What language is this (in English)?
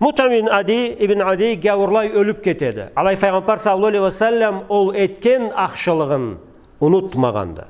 Karachay-Balkar